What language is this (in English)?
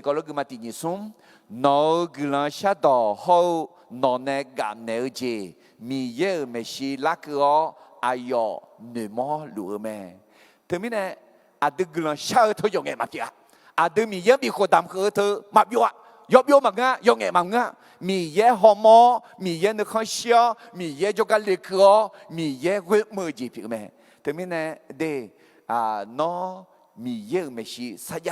Akha